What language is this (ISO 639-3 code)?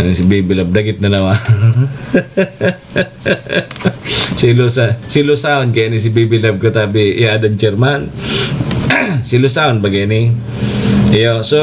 bik